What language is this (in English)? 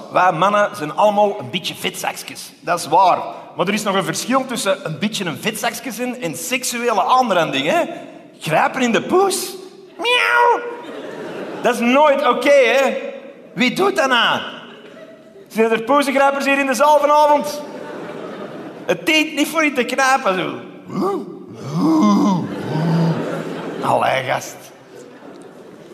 Dutch